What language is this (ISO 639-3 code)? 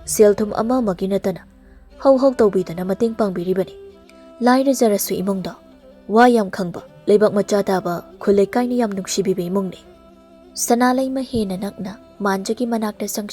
mni